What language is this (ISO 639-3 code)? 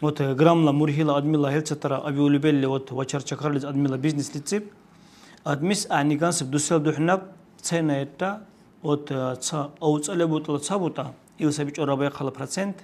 dar